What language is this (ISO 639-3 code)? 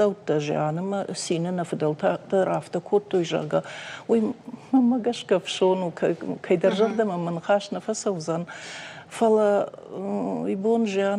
oss